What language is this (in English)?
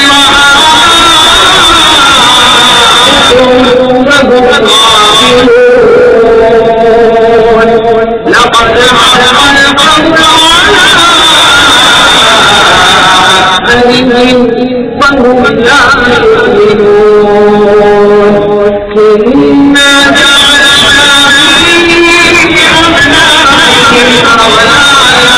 Urdu